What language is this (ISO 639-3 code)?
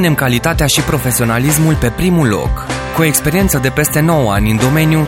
ron